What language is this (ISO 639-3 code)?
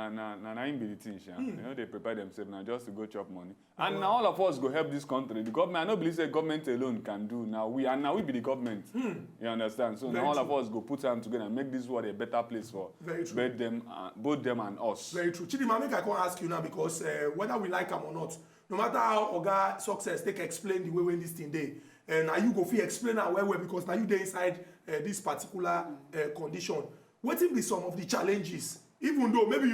pcm